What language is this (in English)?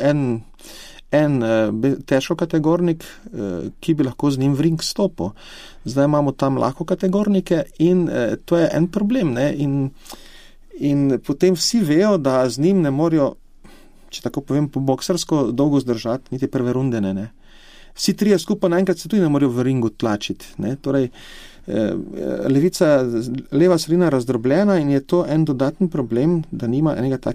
Slovenian